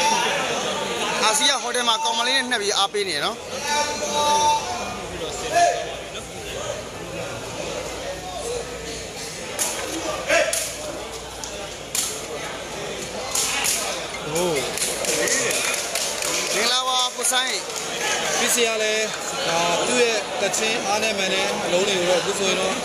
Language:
Burmese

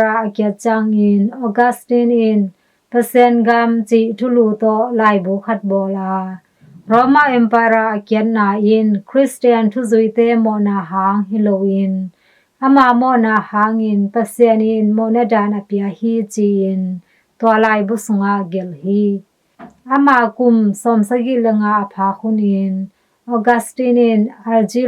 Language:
Tedim Chin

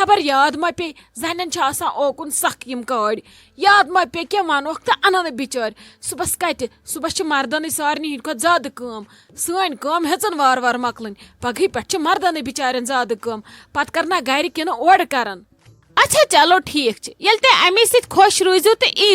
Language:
Kashmiri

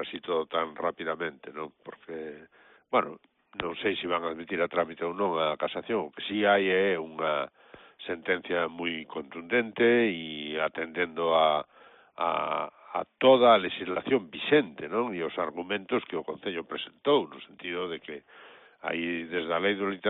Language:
Galician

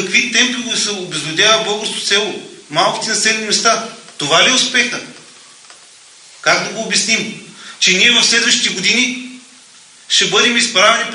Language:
Bulgarian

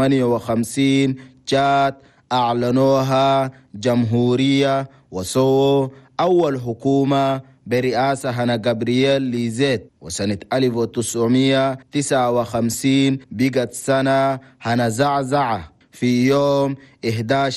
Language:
Chadian Arabic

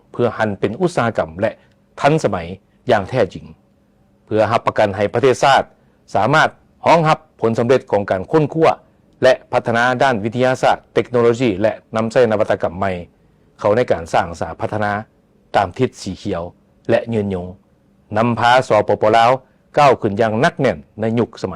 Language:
Lao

